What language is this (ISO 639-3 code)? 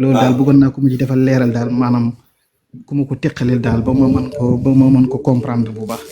wol